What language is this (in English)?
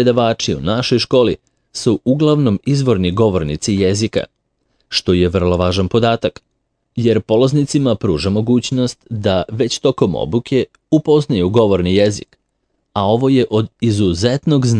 Serbian